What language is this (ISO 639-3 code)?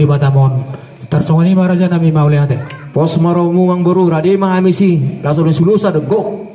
bbc